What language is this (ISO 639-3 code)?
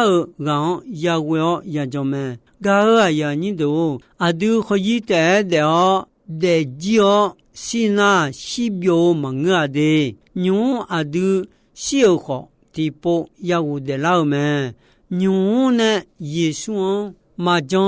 ahk